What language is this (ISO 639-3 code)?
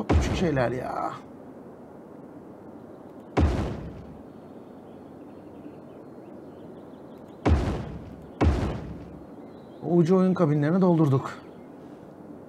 tur